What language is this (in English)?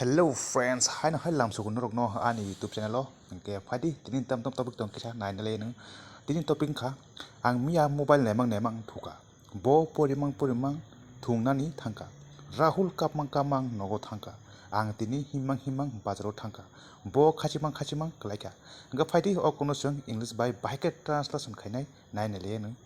Kok Borok